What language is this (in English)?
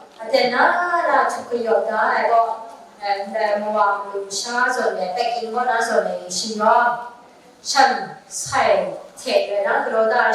Kachin